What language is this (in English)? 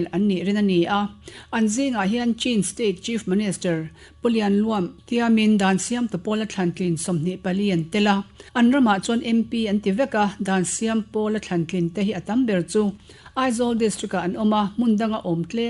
Mizo